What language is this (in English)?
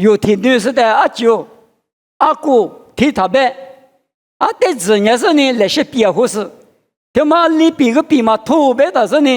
Lisu